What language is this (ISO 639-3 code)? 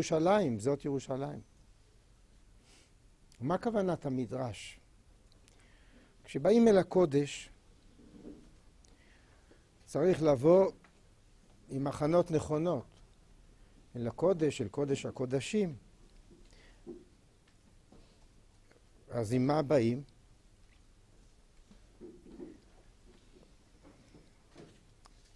heb